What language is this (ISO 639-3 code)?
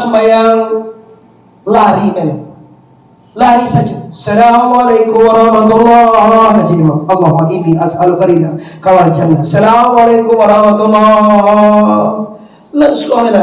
min